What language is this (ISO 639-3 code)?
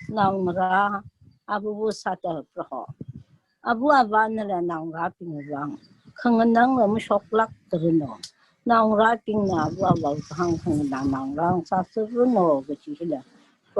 nmf